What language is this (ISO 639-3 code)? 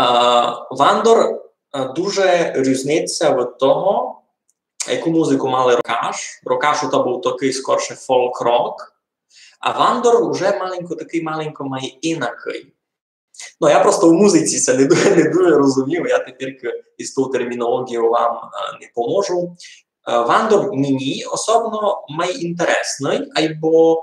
rue